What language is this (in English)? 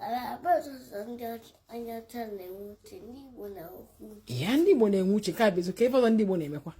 Igbo